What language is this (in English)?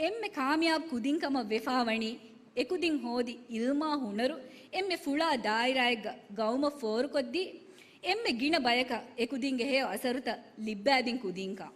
Divehi